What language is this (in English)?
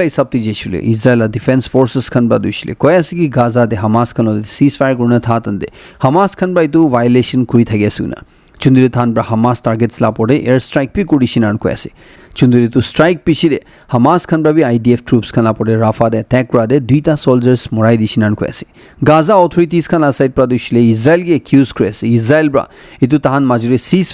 Naga Pidgin